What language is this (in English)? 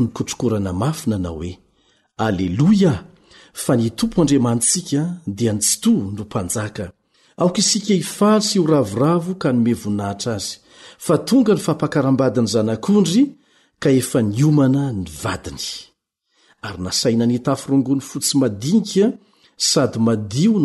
Malagasy